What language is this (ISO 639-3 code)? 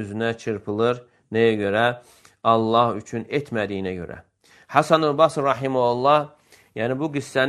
aze